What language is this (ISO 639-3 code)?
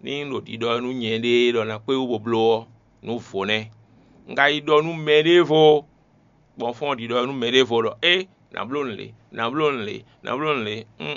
fon